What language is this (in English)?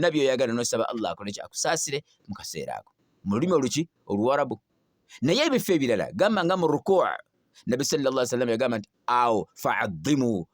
Ganda